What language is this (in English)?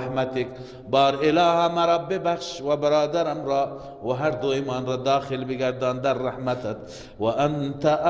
Persian